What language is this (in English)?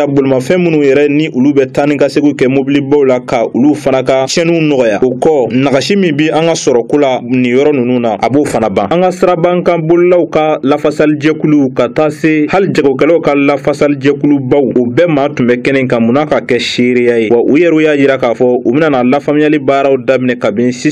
Bambara